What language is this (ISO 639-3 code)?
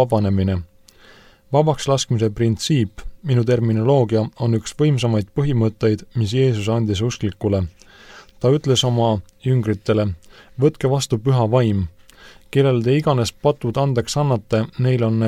est